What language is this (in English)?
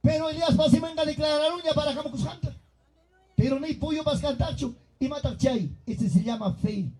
Ayacucho Quechua